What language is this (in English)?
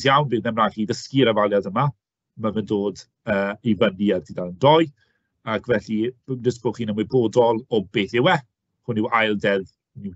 Welsh